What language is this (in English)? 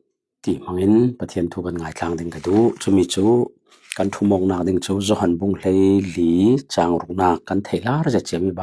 Falam Chin